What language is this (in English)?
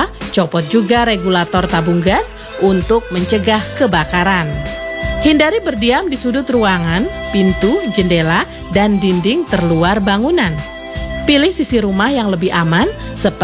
Indonesian